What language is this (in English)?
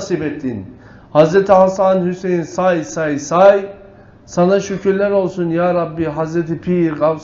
Turkish